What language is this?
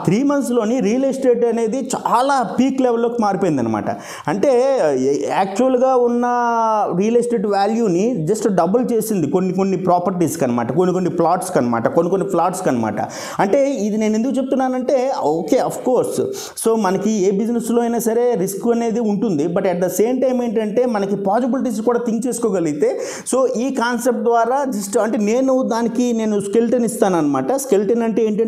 Telugu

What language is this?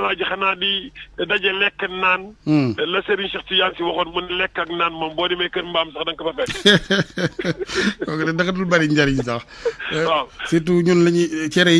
Wolof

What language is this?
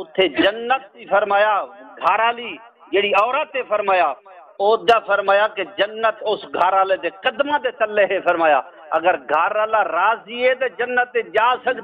Saraiki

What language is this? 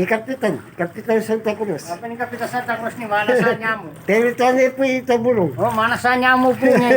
Pampanga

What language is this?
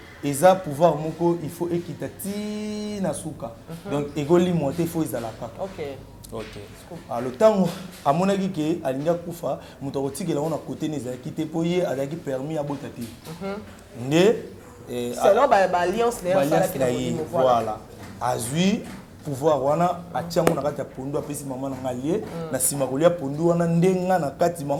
Lingala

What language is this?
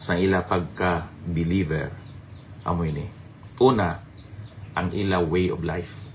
Hiligaynon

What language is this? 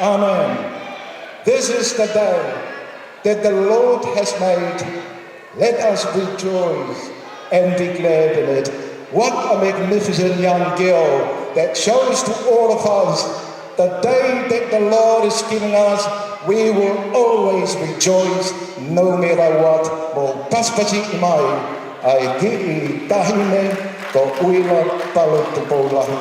Tongan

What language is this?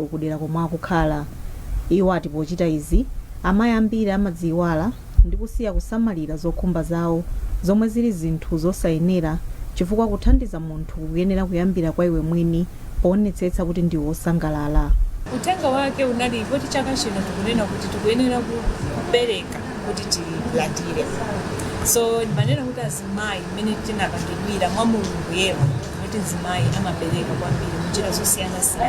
Nyanja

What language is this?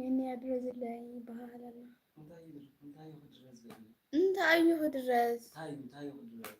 Tigrinya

